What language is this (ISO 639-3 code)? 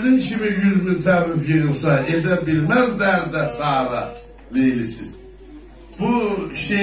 azb